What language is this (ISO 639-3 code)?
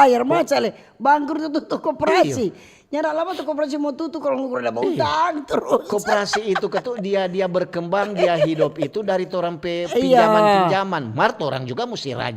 xmm